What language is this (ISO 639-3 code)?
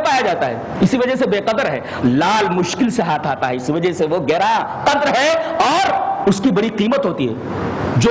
urd